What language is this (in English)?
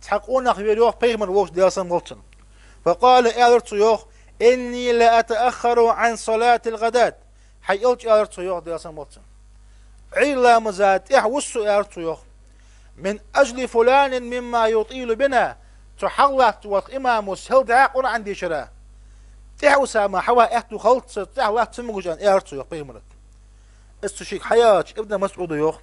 Ingush